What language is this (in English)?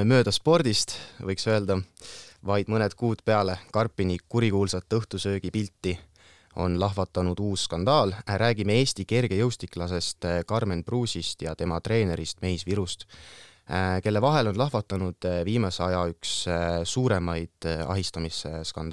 Estonian